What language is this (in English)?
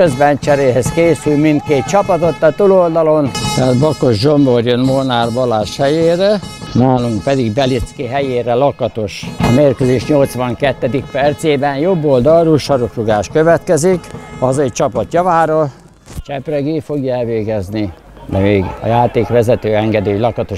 Hungarian